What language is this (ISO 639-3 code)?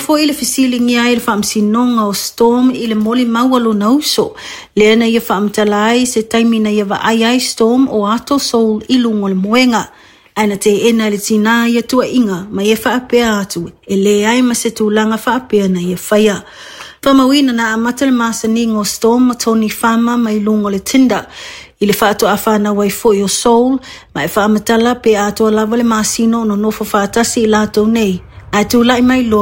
smo